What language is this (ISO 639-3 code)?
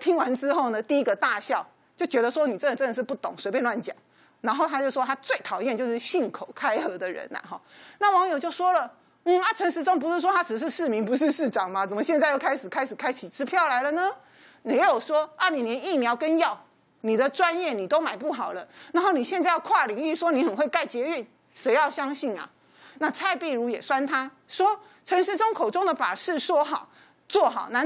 zho